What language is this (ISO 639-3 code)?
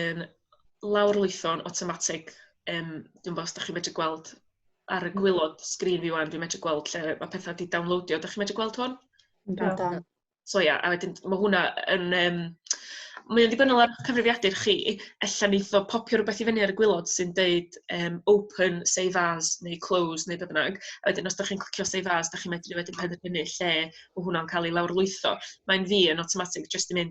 cym